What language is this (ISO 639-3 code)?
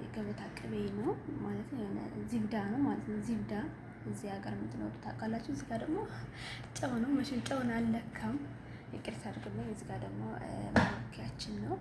amh